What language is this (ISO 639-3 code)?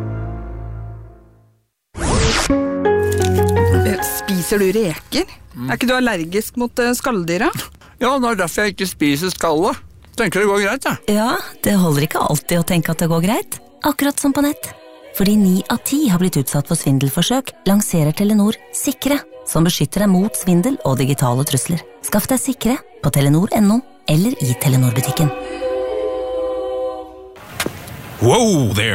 nor